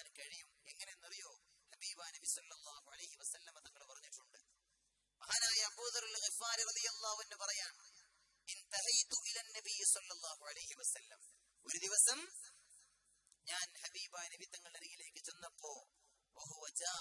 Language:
Malayalam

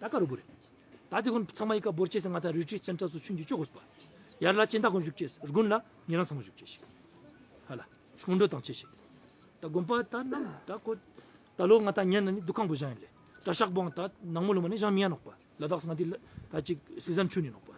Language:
Ladakhi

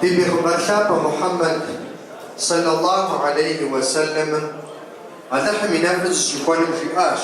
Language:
Kabardian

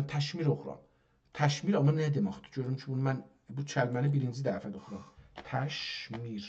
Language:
South Azerbaijani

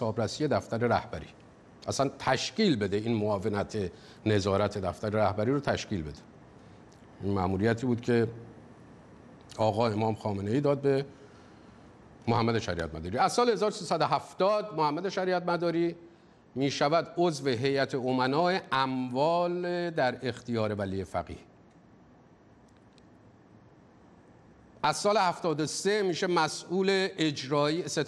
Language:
Persian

